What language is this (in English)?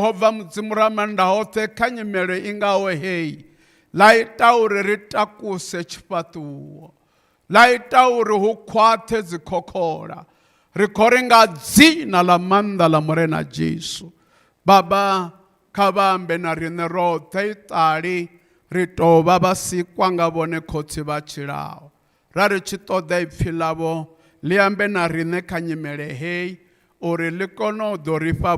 Venda